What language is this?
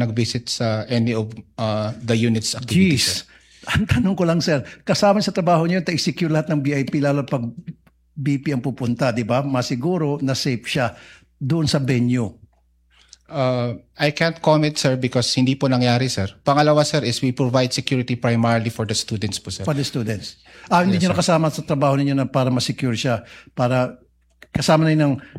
Filipino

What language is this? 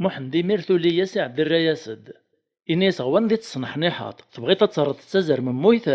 Kabyle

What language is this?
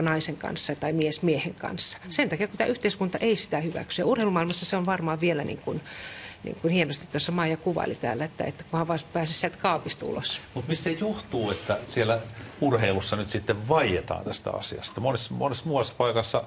Finnish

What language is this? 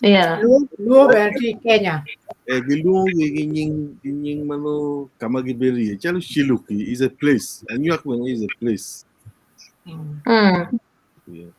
Acoli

